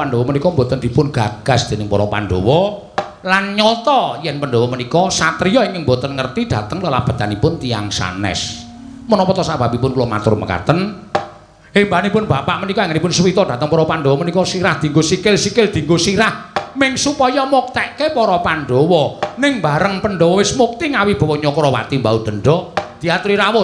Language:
Javanese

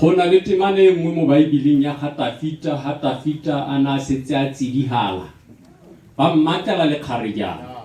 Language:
Tswana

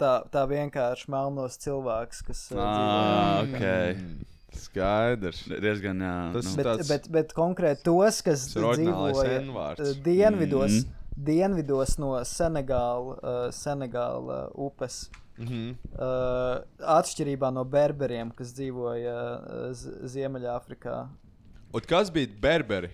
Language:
Latvian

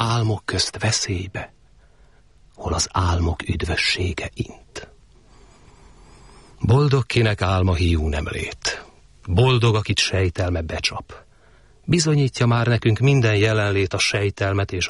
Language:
Hungarian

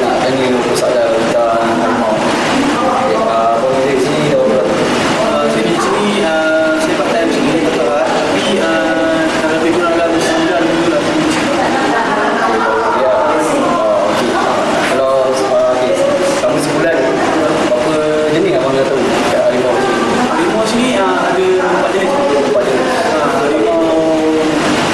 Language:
Malay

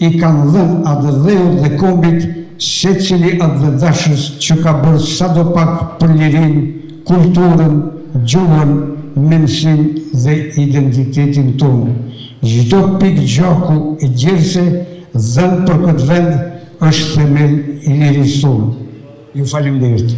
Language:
Albanian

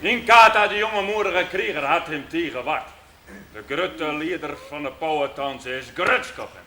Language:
Western Frisian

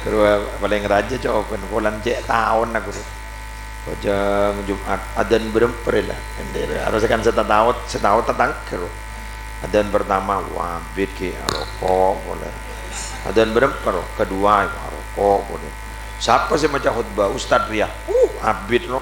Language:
Madurese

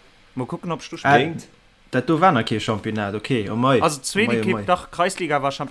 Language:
Luxembourgish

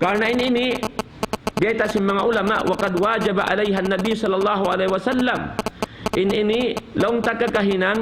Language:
Tausug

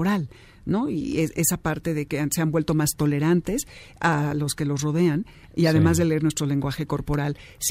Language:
Spanish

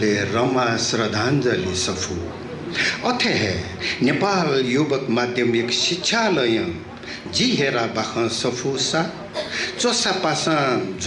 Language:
Newari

